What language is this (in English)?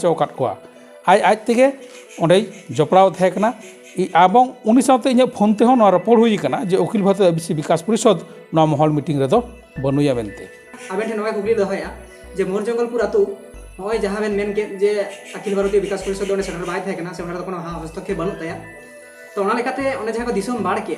Santali